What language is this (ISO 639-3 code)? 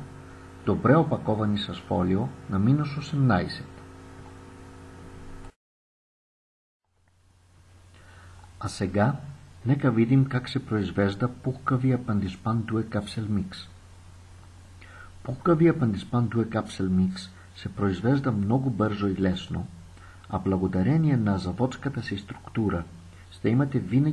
bul